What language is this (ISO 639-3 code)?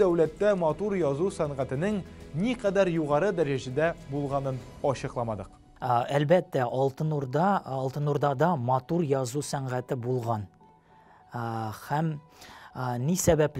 tat